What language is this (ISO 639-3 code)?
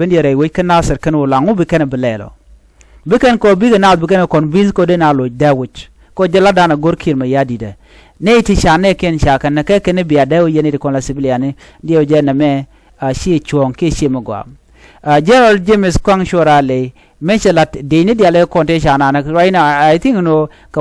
nus